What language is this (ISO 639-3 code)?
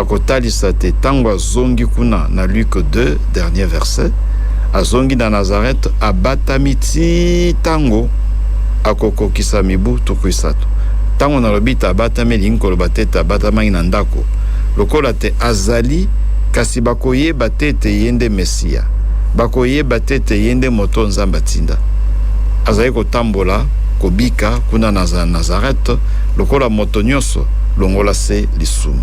lin